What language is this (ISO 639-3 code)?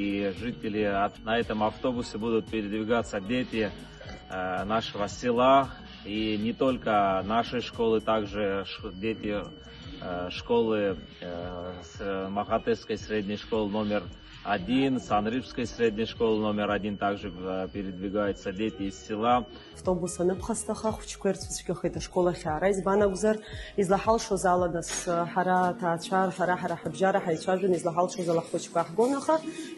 abk